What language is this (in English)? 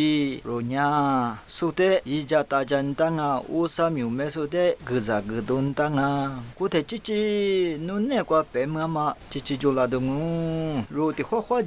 Lisu